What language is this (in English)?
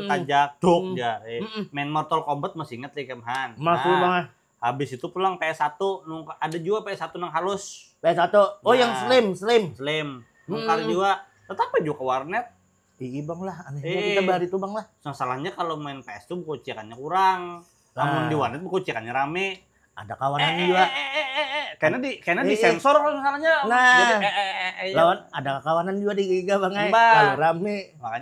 Banjar